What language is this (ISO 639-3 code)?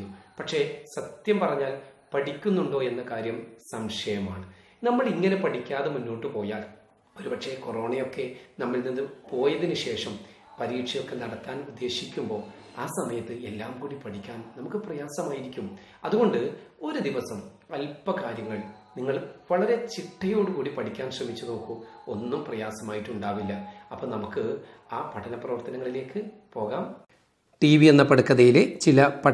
mal